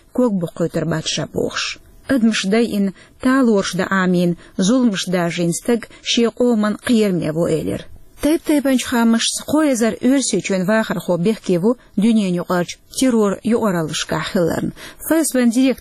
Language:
Chechen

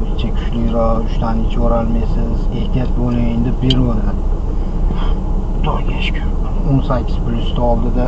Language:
Uzbek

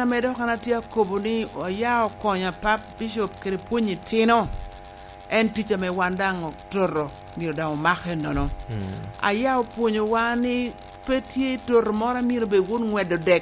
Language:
Lango (Uganda)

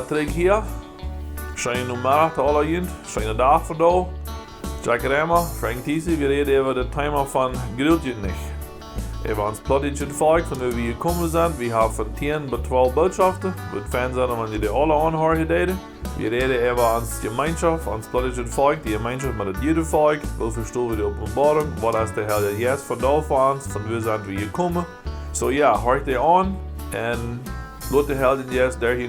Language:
Plautdietsch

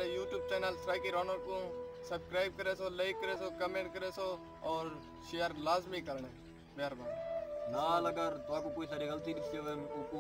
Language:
Saraiki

